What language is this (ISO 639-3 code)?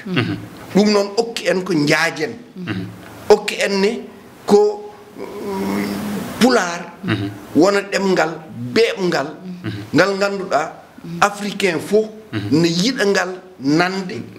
ful